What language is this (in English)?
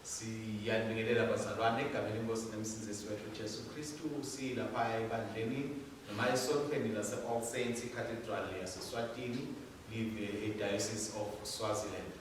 Swati